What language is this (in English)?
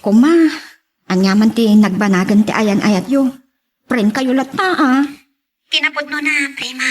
Iloko